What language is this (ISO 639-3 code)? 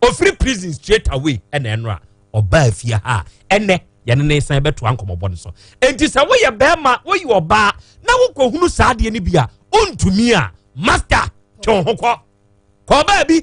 aka